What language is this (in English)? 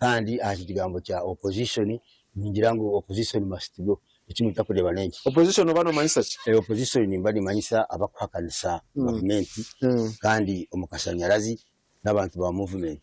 Nyankole